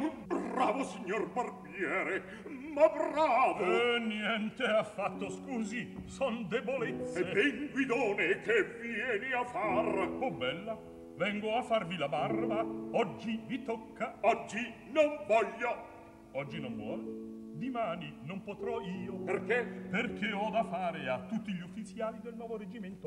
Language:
Italian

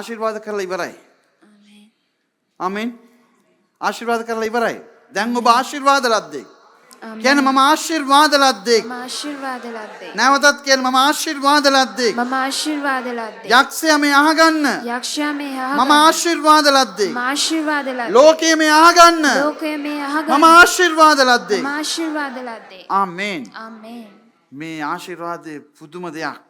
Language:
Sinhala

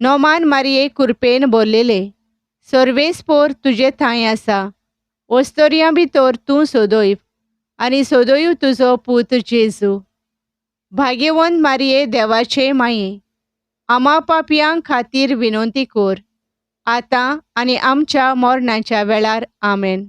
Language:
Konkani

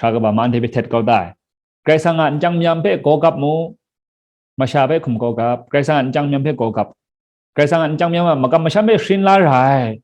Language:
Kachin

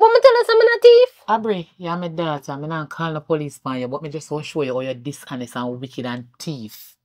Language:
Jamaican Creole English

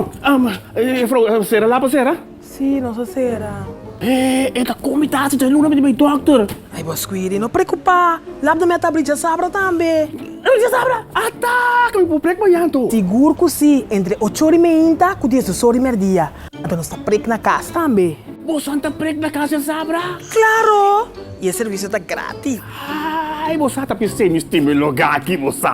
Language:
Papiamento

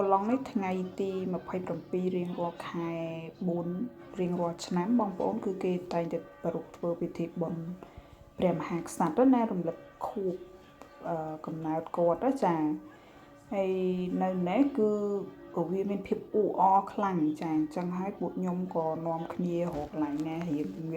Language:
Khmer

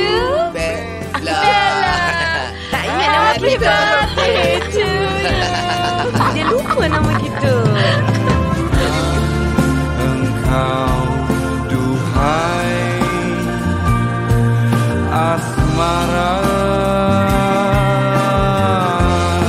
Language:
Malay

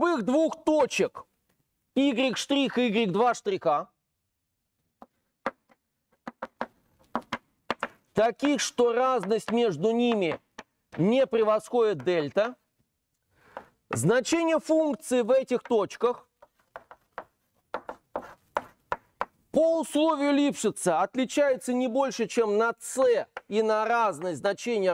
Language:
Russian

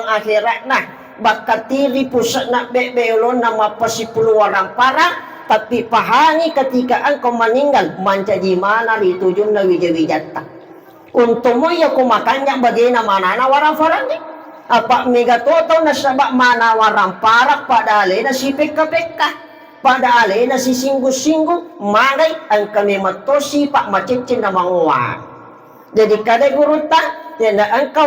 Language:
Buginese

